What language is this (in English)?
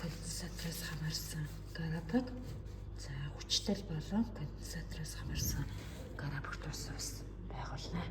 Mongolian